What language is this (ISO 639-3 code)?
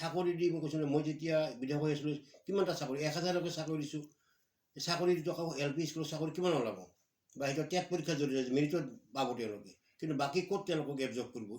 asm